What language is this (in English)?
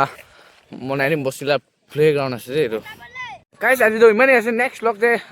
Naga Pidgin